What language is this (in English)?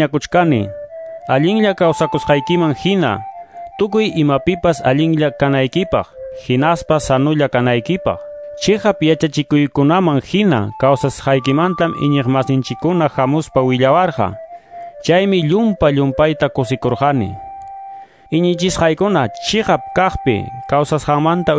Quechua